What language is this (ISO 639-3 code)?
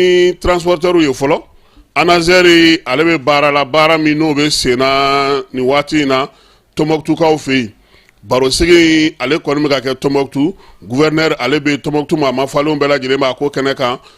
bam